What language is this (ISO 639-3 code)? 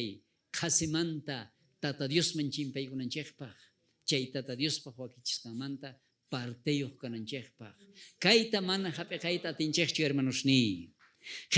quh